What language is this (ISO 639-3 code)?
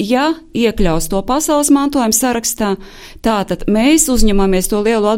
lav